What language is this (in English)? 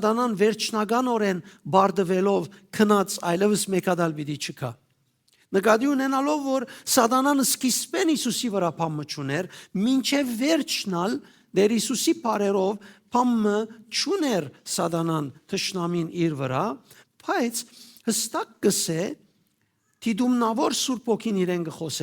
Western Armenian